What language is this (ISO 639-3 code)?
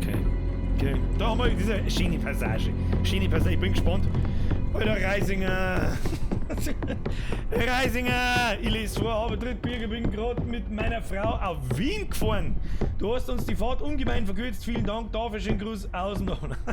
bar